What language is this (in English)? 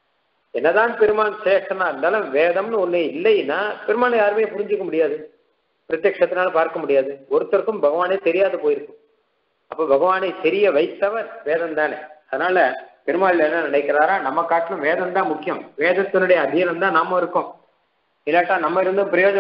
Tamil